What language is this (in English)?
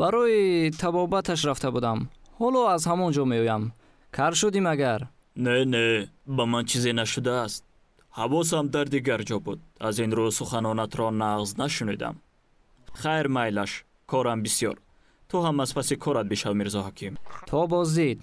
Tajik